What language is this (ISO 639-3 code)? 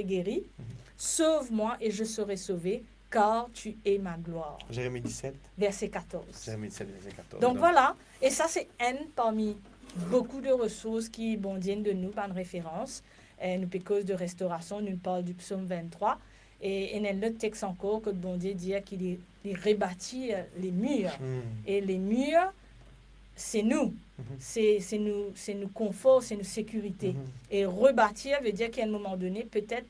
mfe